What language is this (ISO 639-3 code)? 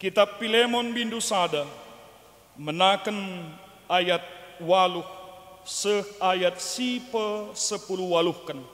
btx